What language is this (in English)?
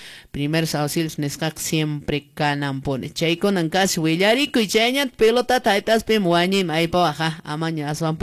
Quechua